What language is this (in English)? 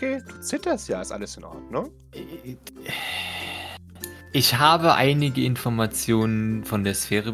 German